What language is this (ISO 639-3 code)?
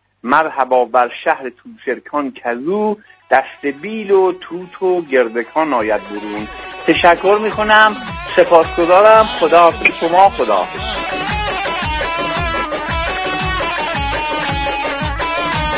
fas